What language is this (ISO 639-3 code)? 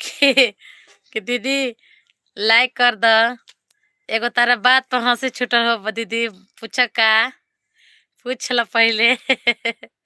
bho